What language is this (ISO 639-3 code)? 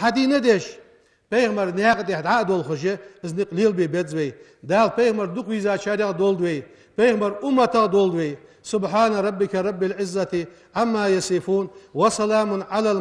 inh